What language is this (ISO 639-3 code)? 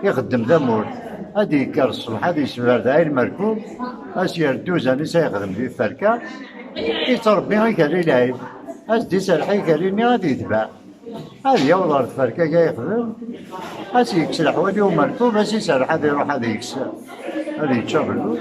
kab